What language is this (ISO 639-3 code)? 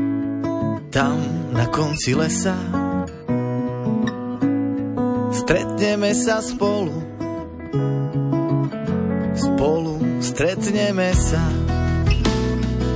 slk